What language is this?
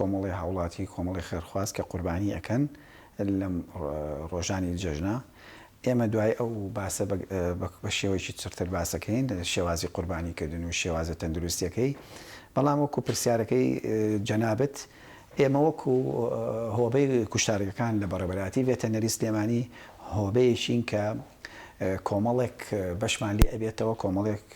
Central Kurdish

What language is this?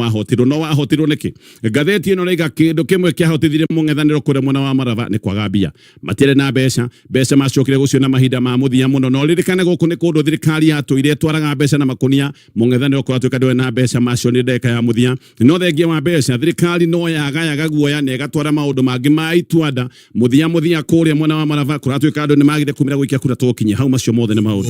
Kikuyu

